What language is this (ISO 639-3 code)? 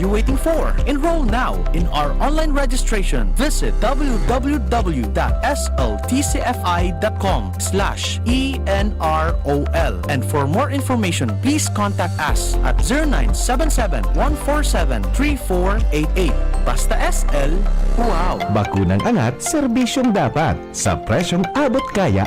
bik